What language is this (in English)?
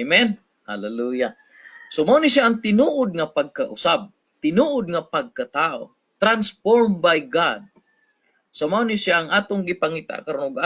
Cebuano